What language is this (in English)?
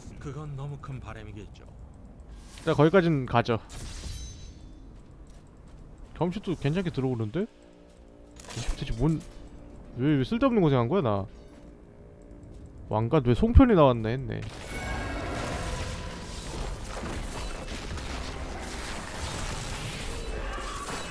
Korean